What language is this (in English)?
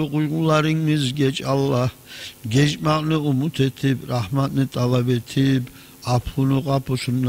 Kumyk